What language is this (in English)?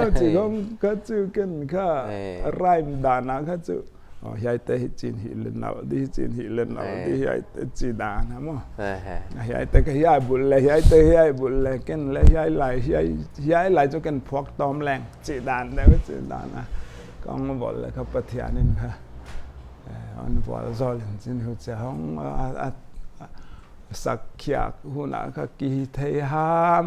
Paite Chin